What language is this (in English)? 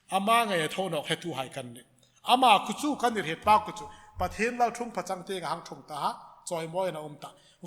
Hmar